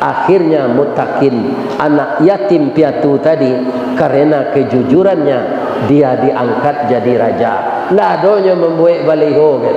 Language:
Minangkabau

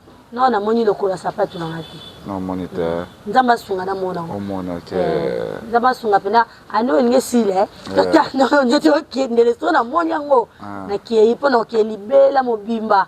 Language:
Lingala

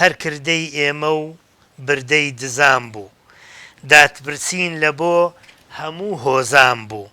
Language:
Central Kurdish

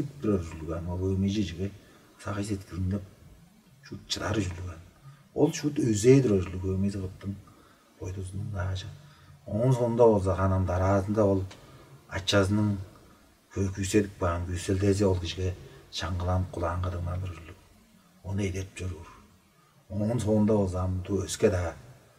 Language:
Tuvinian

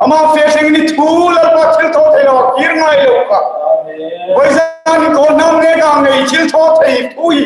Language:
Hmar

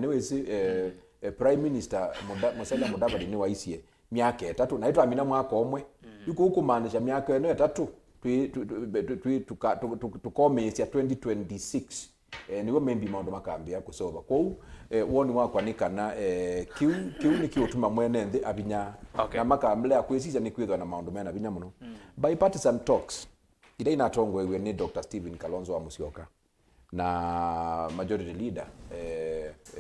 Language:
Kamba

